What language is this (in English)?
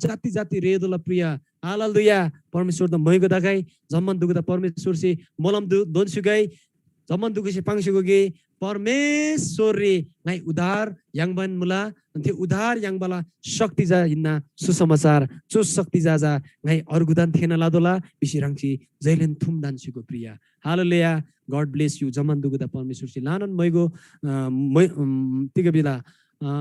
Eastern Tamang